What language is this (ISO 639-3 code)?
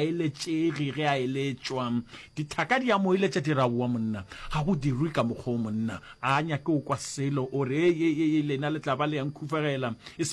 nso